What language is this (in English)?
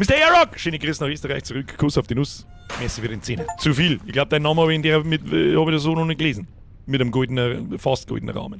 Bavarian